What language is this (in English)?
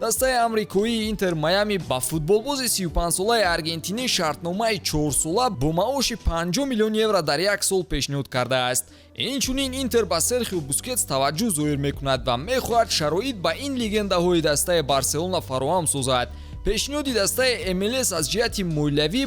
Tajik